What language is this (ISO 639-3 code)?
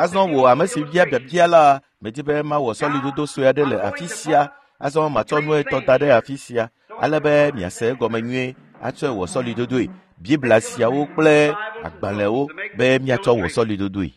ewe